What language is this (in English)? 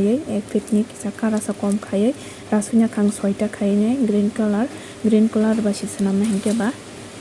Kok Borok